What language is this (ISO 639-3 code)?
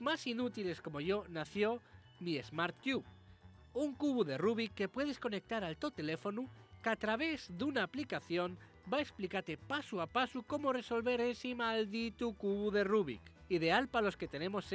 ast